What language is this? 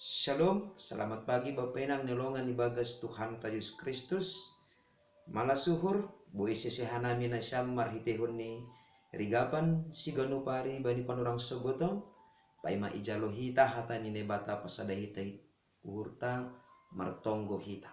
Batak Simalungun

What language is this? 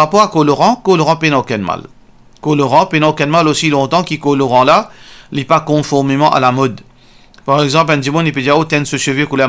Morisyen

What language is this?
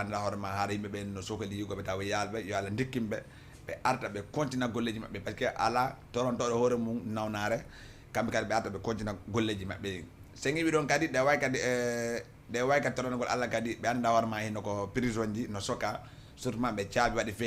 Fula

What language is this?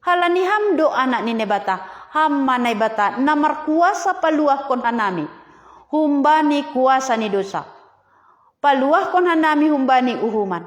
Batak Simalungun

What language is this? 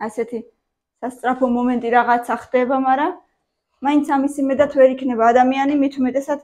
Georgian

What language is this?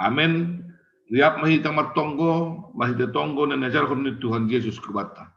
Batak Simalungun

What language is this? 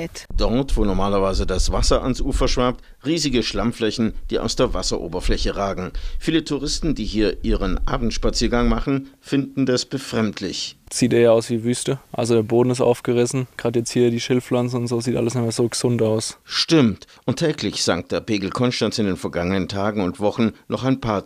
German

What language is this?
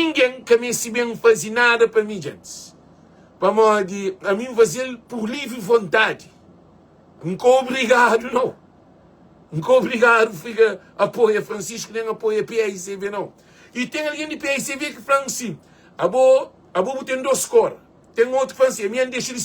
Kabuverdianu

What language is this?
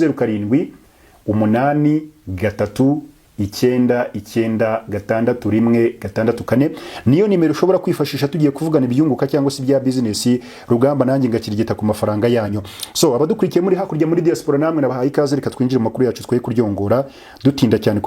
Kinyarwanda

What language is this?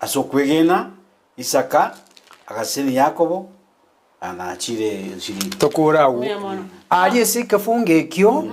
Gusii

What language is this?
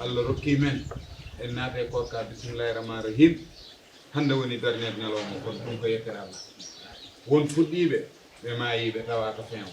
Fula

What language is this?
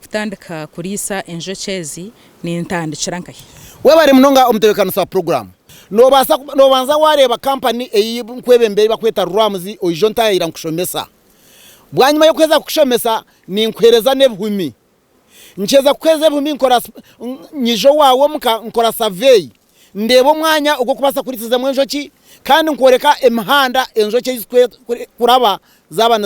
Nyankole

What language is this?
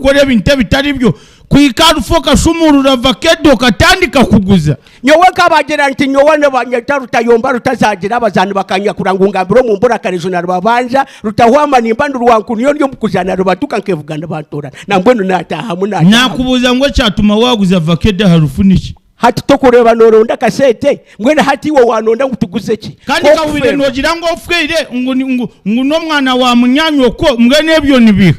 Nyankole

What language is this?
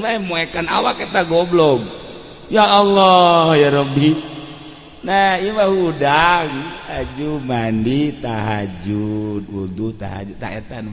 Sundanese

